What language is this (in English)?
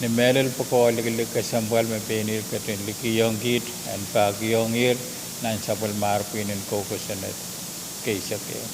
Pohnpeian